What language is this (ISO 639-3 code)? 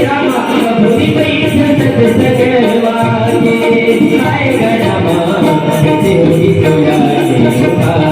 hne